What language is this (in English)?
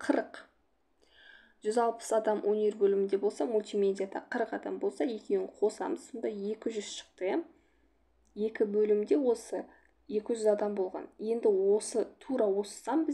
Kazakh